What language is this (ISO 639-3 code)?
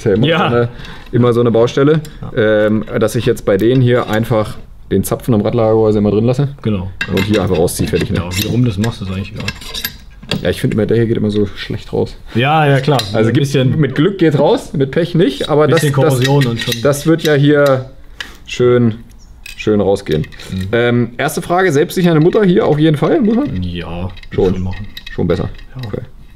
deu